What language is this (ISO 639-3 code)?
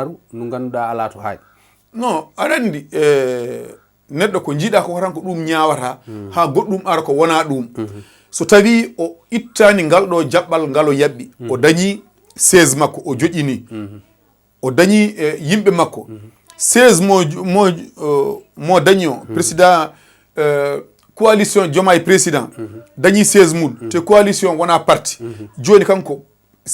ful